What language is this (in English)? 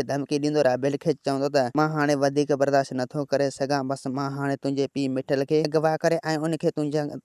Sindhi